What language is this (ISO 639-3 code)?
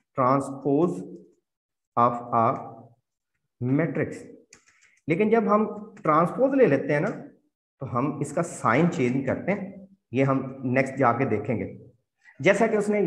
hin